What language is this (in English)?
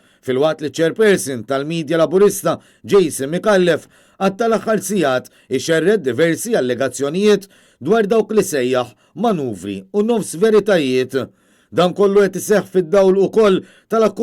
Maltese